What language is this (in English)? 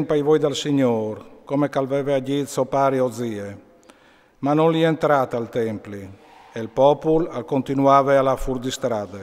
Friulian